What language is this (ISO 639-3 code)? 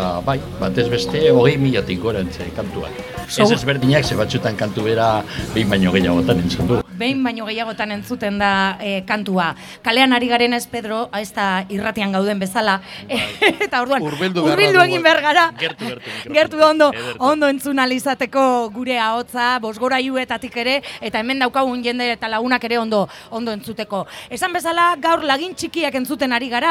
eus